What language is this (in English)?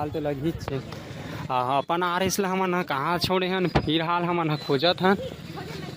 Chhattisgarhi